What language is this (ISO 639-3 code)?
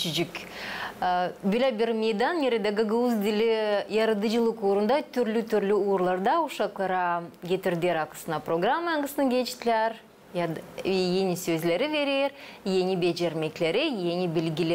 gag